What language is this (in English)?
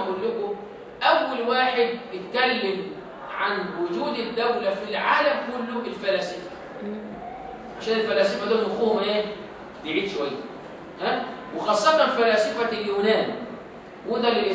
Egyptian Arabic